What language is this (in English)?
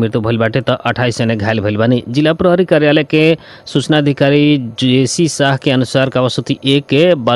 Bhojpuri